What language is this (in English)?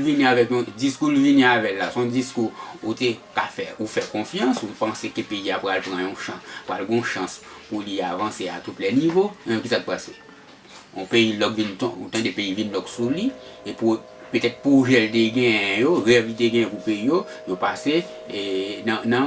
Haitian Creole